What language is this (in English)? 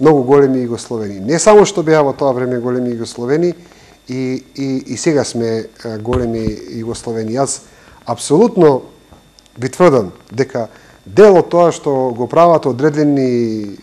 Macedonian